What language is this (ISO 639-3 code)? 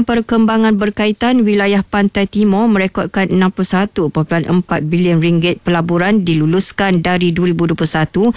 msa